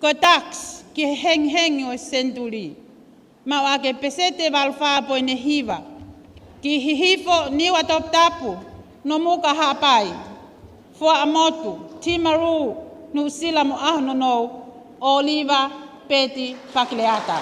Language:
Tongan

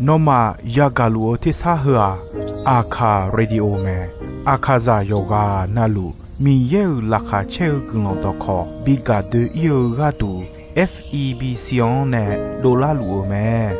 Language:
Akha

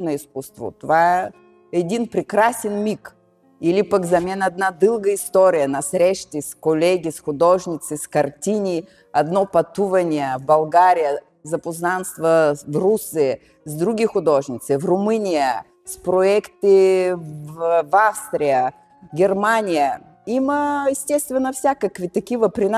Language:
Bulgarian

